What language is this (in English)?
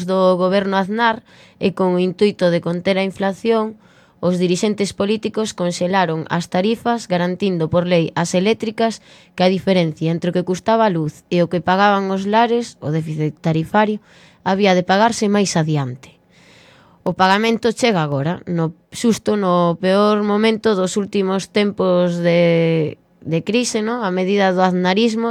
Galician